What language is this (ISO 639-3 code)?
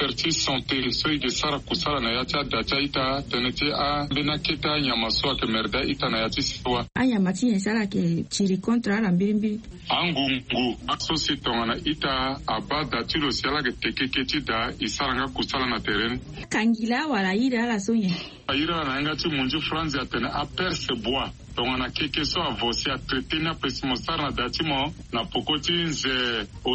sag